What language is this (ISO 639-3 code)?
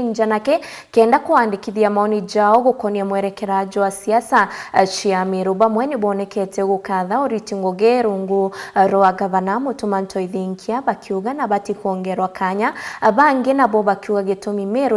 mer